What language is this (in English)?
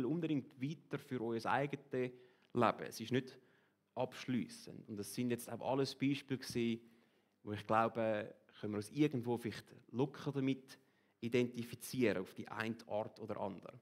Swiss German